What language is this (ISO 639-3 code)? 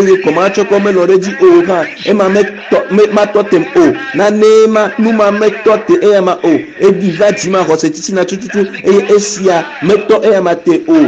ewe